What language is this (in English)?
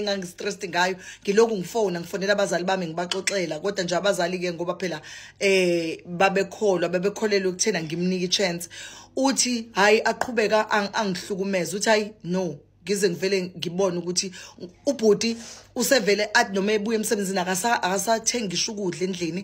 Zulu